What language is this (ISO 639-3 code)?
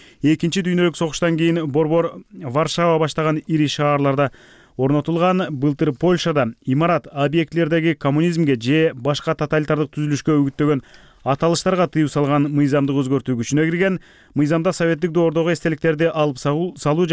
kir